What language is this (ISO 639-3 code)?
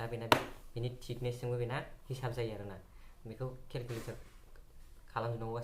brx